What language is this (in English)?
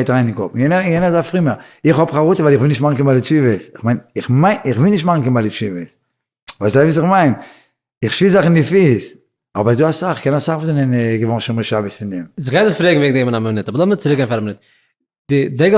Yiddish